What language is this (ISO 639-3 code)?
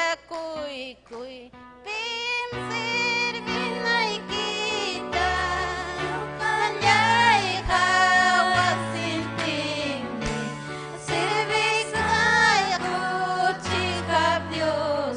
quy